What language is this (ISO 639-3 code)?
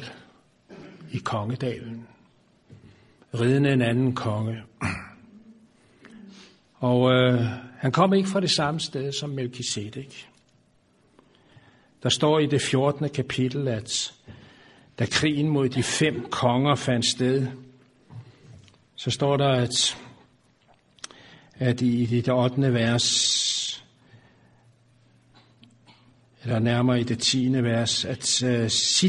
dan